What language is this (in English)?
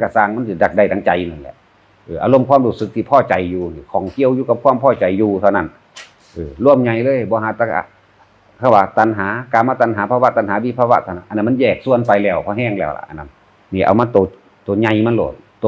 Northeastern Thai